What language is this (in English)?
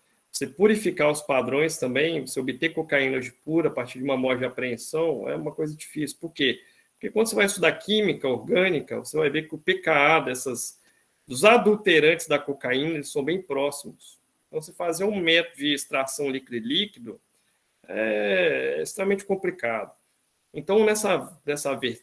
Portuguese